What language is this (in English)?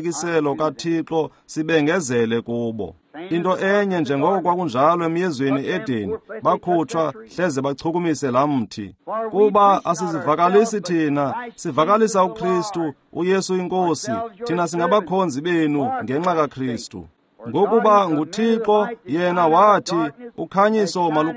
Xhosa